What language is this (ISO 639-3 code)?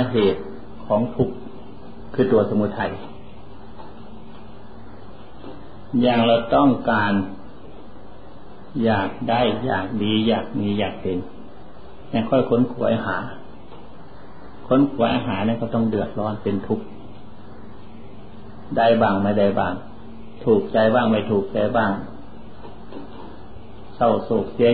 tha